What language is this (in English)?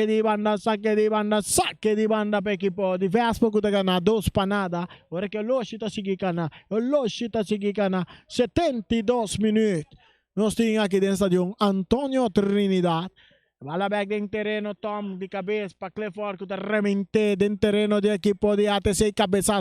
Papiamento